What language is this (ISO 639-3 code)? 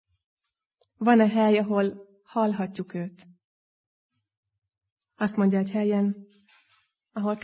hun